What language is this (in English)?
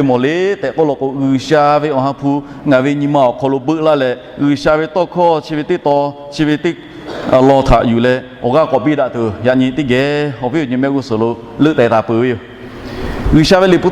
Lahu